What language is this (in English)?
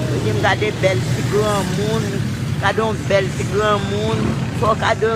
Haitian Creole